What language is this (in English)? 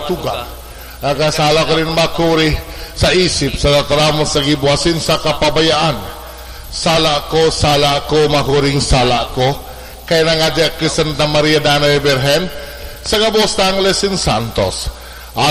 Bikol